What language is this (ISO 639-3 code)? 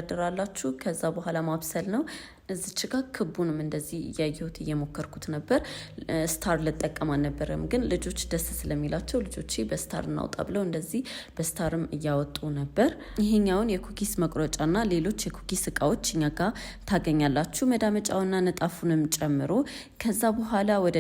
amh